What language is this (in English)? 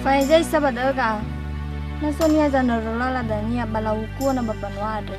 Nias